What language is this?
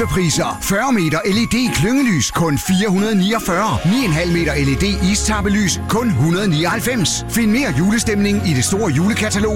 Danish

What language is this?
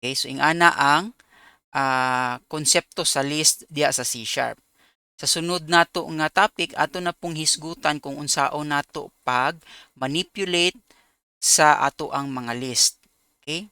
Cebuano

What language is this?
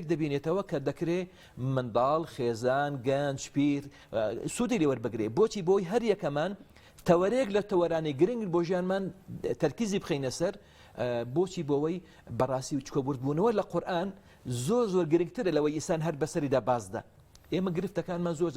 Central Kurdish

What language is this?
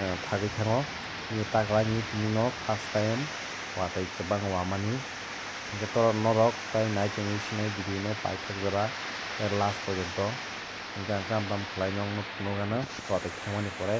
Kok Borok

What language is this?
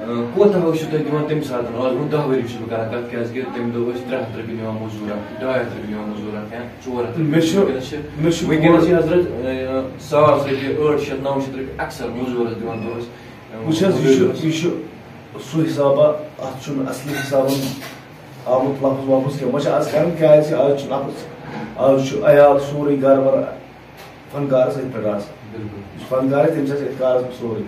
Kashmiri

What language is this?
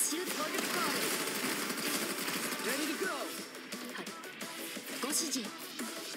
Japanese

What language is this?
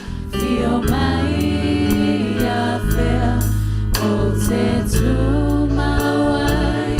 Samoan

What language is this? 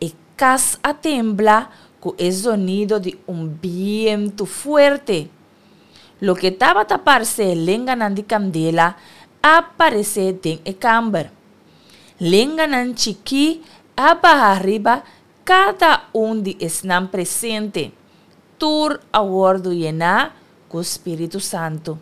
Papiamento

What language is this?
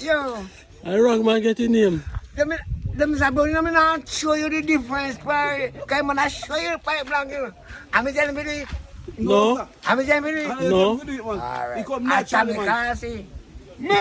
Jamaican Creole English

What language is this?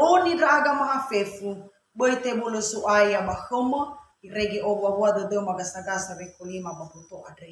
Nias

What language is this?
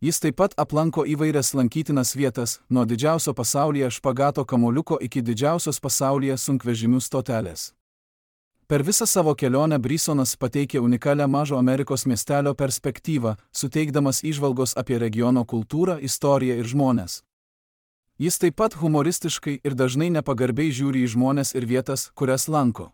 Lithuanian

